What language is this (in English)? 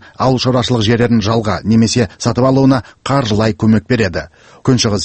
Kazakh